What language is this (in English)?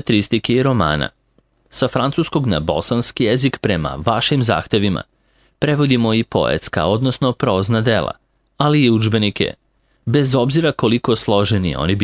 Serbian